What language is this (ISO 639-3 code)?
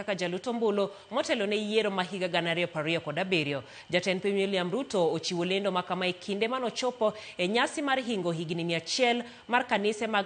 luo